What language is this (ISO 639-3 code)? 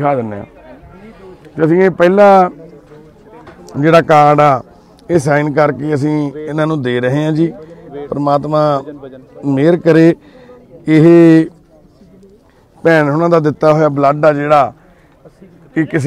pan